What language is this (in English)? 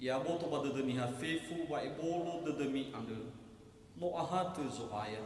Nias